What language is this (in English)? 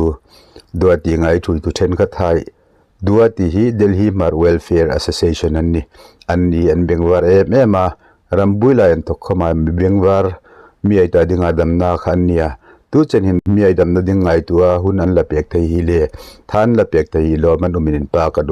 Hmar